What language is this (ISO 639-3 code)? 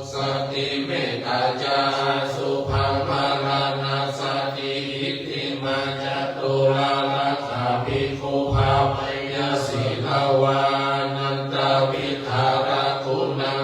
pli